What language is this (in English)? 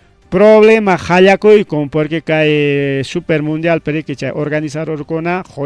Ayacucho Quechua